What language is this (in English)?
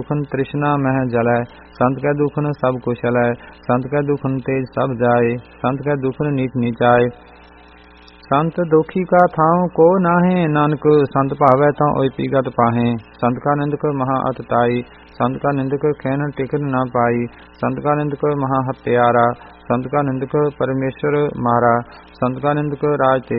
Punjabi